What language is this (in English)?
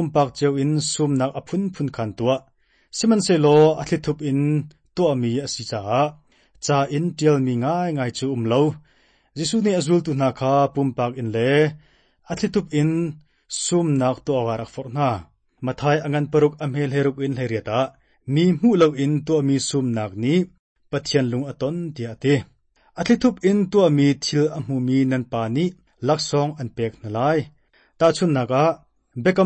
Hakha Chin